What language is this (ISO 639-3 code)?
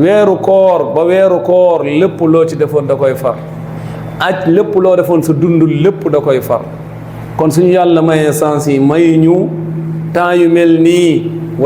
wol